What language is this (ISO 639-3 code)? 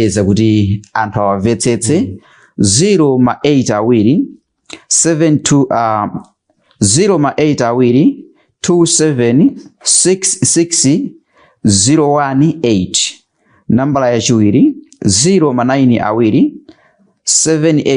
nya